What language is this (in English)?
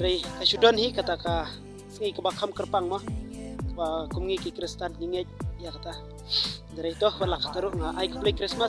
Khasi